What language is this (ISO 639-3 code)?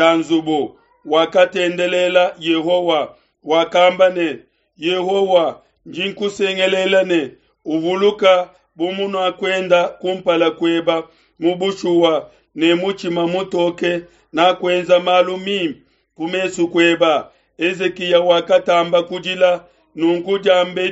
lua